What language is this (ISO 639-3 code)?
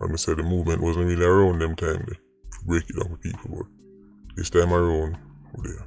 jam